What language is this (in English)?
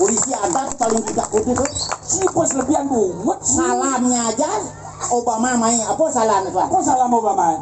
Balinese